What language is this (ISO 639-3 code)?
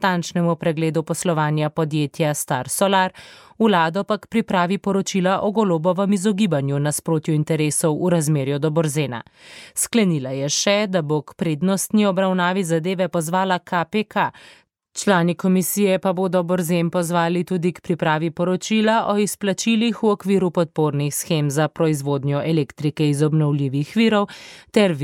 slv